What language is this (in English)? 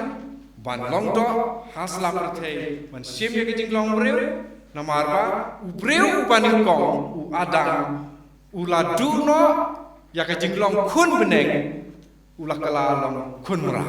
Khasi